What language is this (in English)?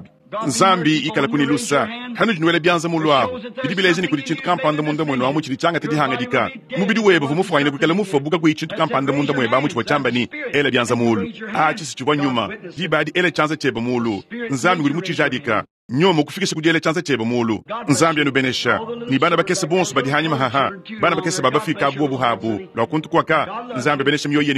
Luba-Lulua